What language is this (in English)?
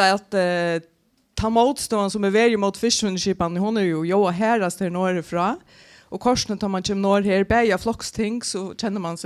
Faroese